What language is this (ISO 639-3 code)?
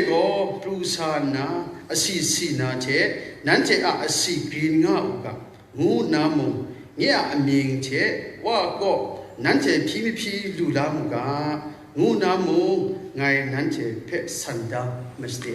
kac